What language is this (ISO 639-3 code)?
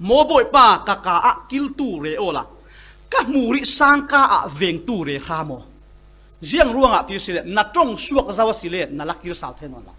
cfm